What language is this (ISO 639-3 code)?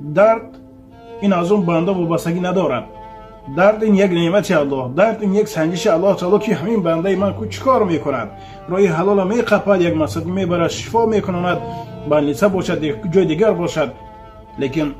tgk